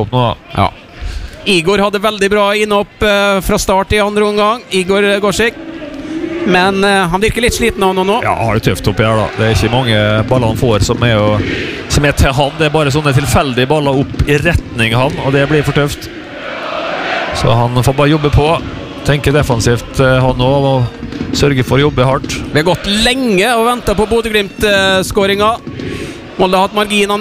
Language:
Norwegian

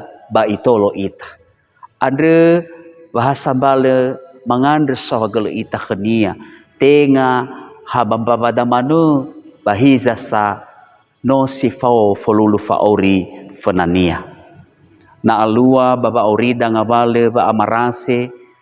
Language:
Nias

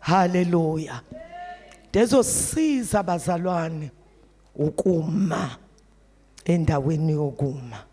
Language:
Zulu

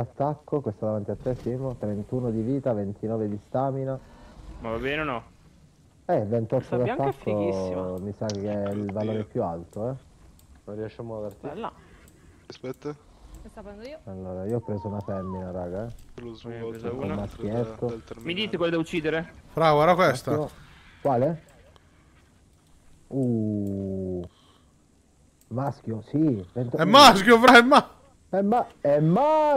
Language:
Italian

